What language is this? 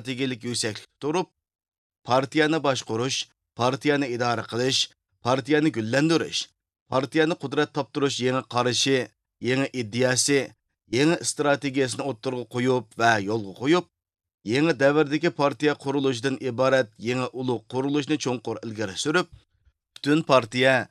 Uyghur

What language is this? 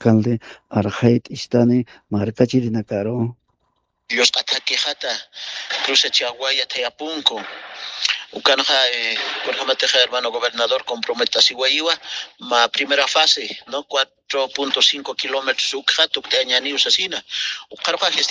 Aymara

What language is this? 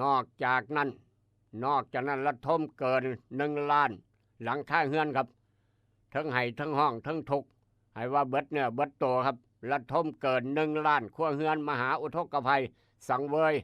Northeastern Thai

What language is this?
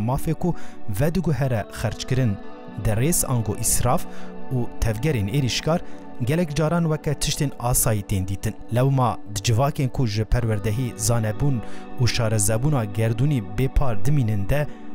Kurdish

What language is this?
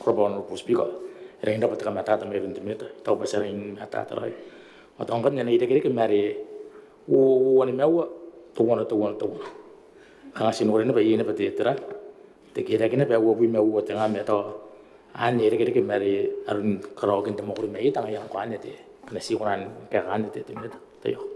Gilbertese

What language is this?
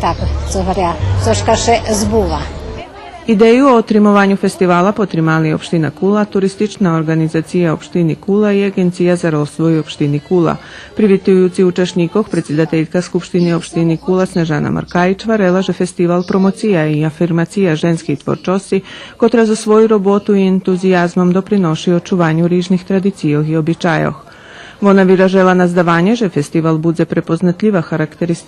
Rusyn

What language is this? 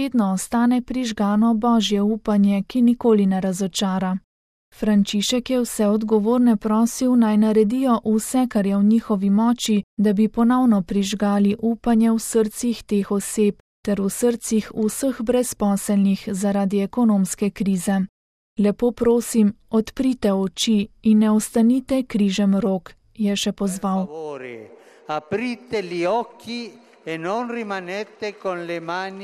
Slovenian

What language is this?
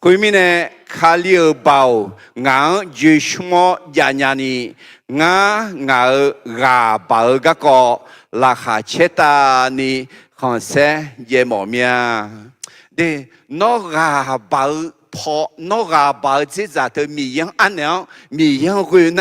Akha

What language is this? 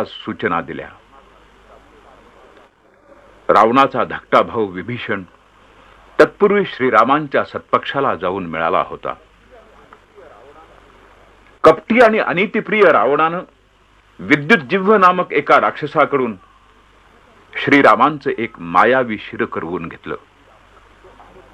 Marathi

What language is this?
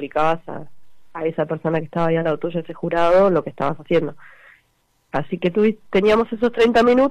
Spanish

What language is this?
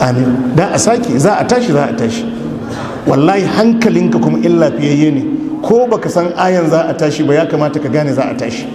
Hausa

